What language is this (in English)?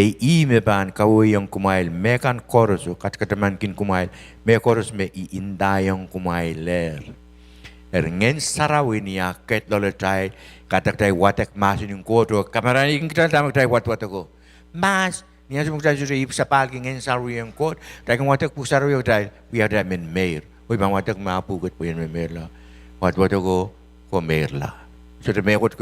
Pohnpeian